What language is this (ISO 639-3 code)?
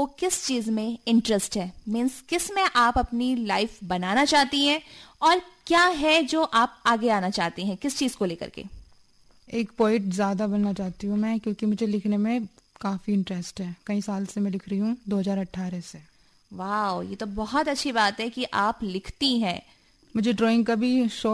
hin